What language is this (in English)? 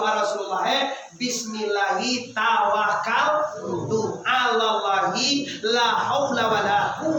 Minangkabau